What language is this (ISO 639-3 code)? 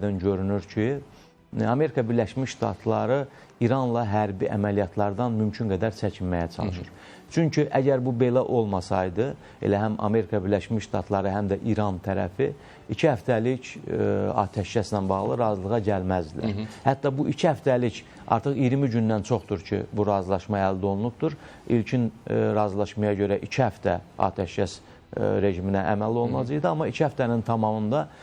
aze